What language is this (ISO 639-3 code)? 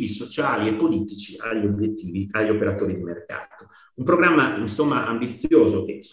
ita